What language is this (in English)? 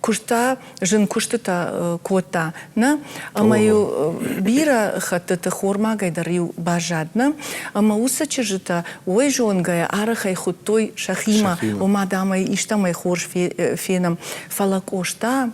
Ossetic